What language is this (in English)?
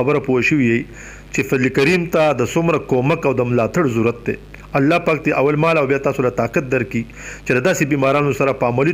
Pashto